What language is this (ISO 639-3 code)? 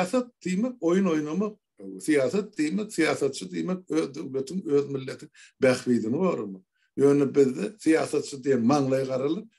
tuk